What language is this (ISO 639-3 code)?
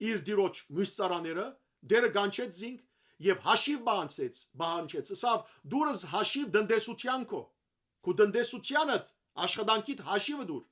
hyw